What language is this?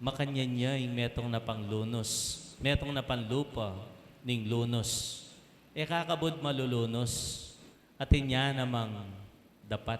Pampanga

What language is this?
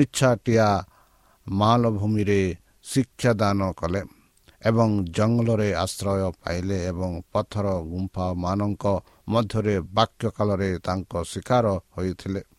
Odia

